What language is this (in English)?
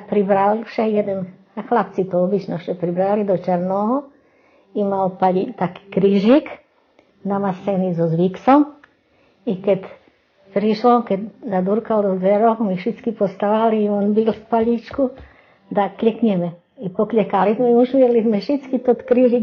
Rusyn